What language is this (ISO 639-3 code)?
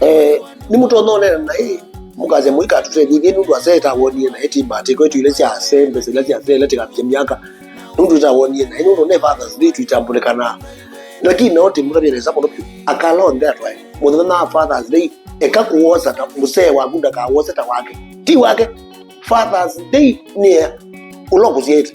kam